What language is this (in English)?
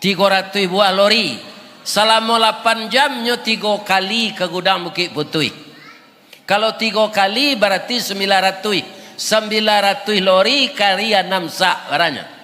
Minangkabau